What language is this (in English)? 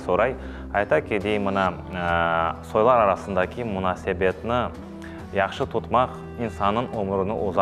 Crimean Tatar